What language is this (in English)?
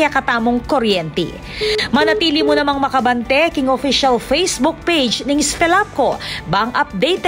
Pampanga